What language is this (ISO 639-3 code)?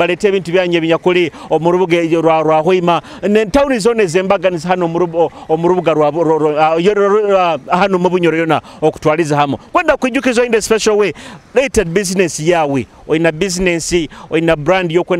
nyo